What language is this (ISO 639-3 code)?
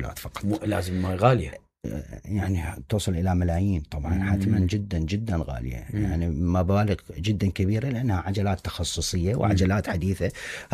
acm